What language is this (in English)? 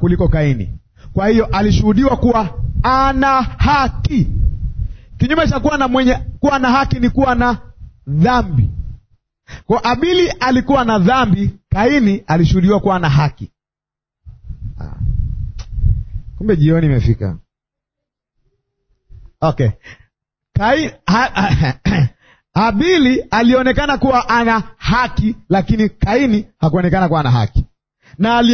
Swahili